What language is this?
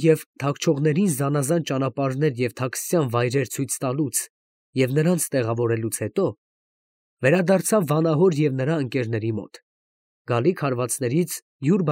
Armenian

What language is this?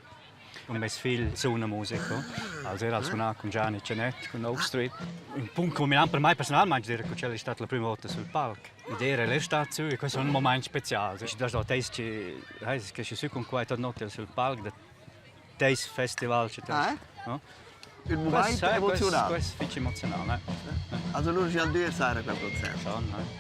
Romansh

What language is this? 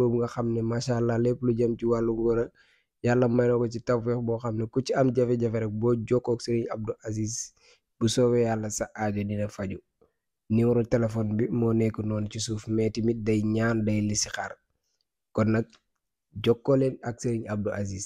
Wolof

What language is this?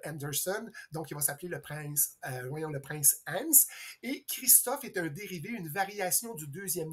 French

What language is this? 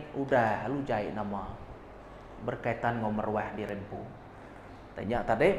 Iban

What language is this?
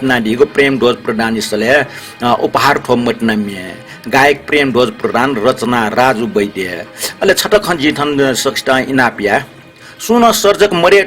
Newari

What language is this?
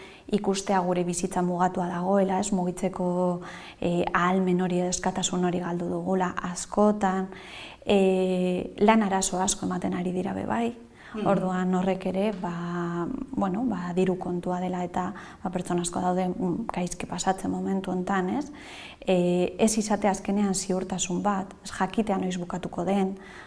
Basque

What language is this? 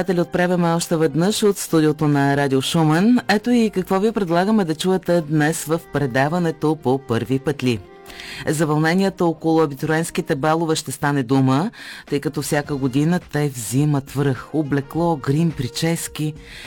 Bulgarian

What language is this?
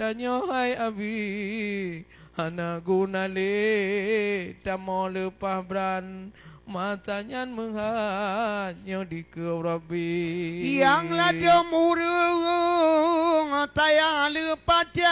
Achinese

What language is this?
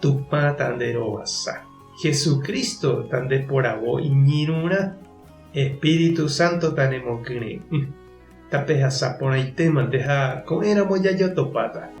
Guarani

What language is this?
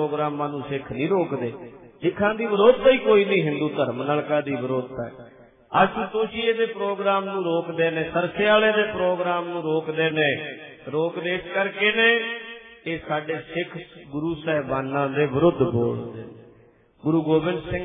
Punjabi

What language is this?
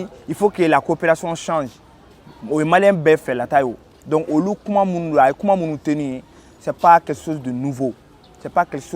Bambara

